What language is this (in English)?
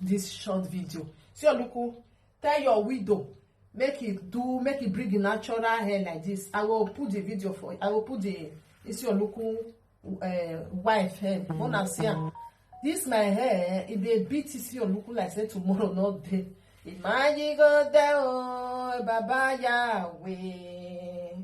Nigerian Pidgin